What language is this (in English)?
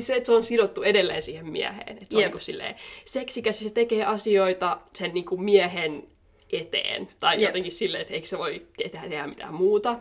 Finnish